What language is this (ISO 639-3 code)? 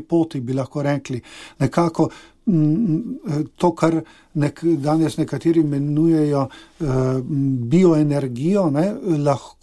slv